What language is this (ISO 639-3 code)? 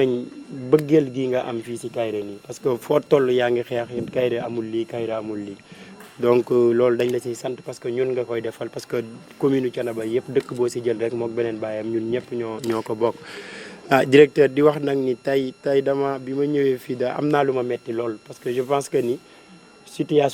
wol